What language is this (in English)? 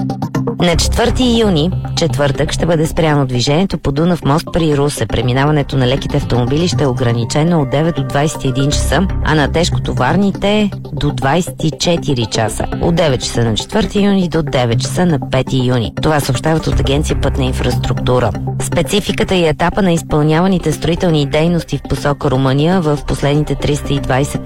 Bulgarian